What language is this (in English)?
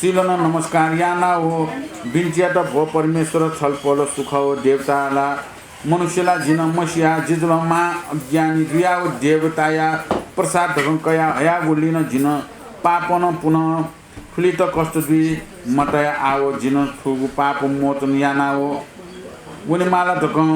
Newari